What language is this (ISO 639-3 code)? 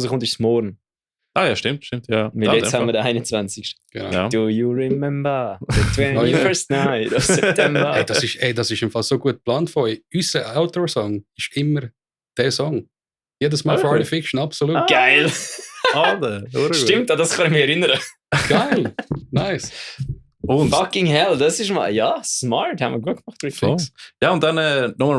gsw